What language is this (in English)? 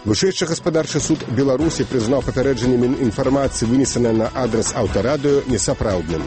Belarusian